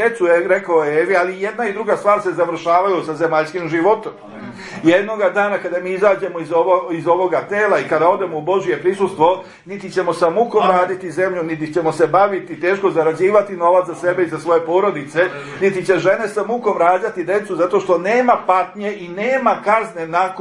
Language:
Serbian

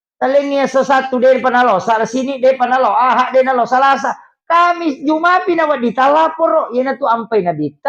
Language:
Buginese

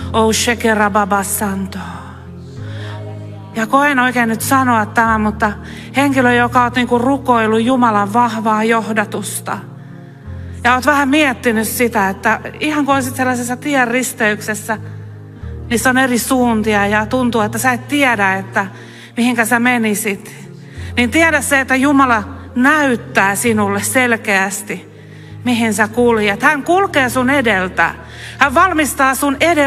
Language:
Finnish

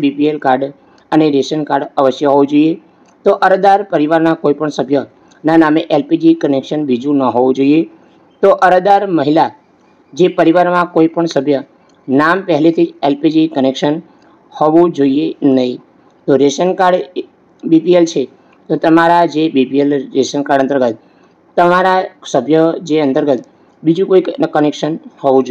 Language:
Gujarati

